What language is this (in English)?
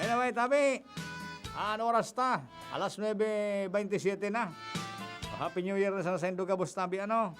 Bikol